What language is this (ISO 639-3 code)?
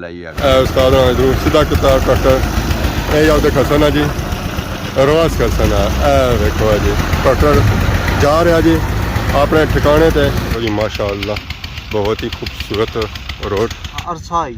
phr